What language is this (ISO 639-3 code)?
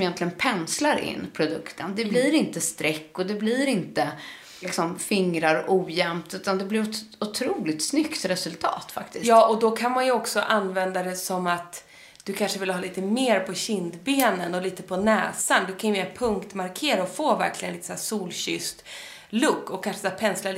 swe